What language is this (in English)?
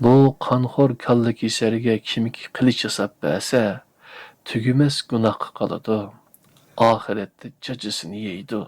Uyghur